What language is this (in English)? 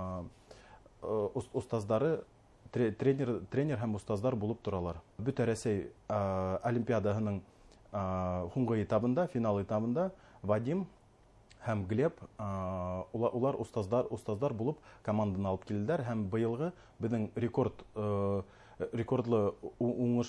Bashkir